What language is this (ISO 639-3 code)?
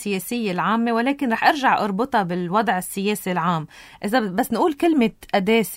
apc